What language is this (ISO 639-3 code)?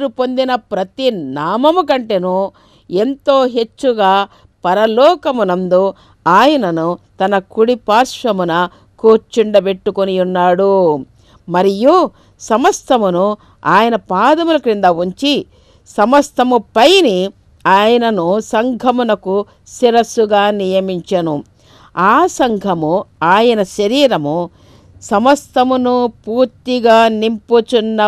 tel